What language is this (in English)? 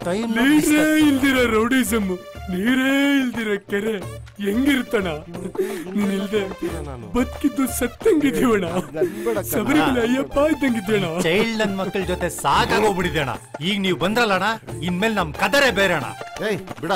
Kannada